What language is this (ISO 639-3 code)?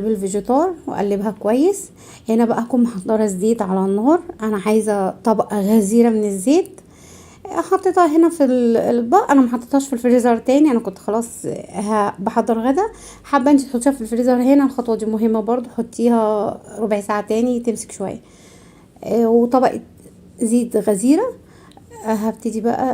arz